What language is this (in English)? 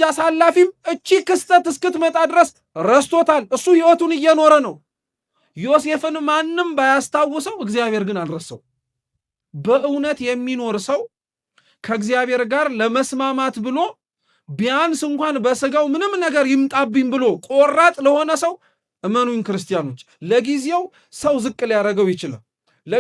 Amharic